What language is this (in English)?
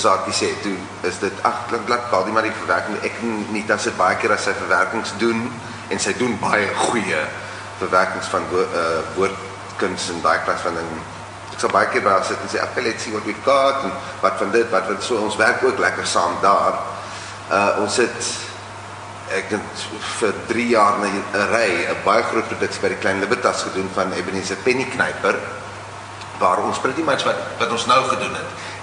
Afrikaans